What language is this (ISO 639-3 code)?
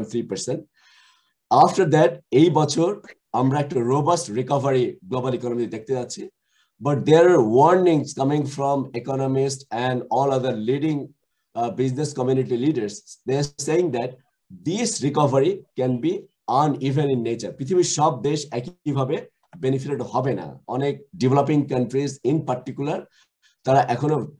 ben